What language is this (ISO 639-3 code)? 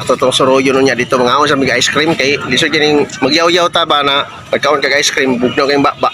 ceb